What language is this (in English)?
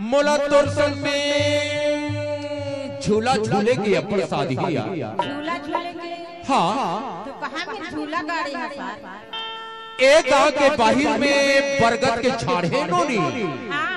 Chhattisgarhi